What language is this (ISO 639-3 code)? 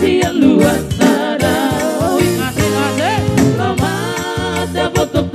bbc